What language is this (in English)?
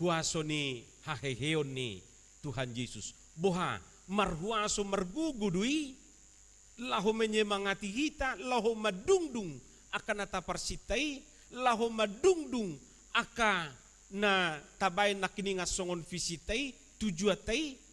Batak Toba